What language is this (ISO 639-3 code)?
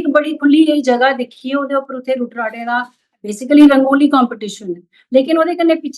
doi